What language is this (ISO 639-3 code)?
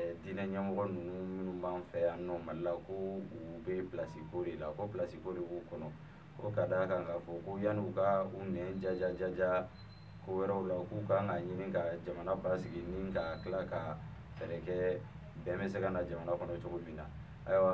bam